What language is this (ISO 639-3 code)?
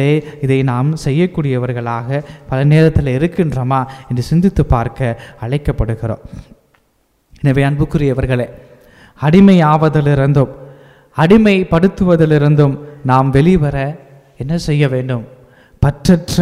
tam